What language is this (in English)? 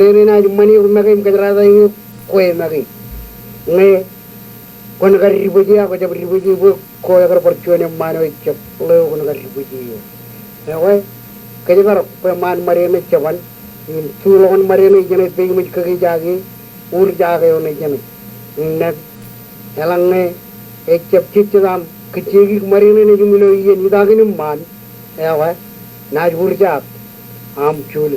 Marshallese